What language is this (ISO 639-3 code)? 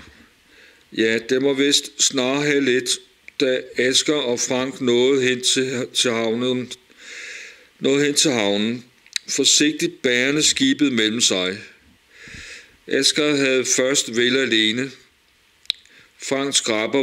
dan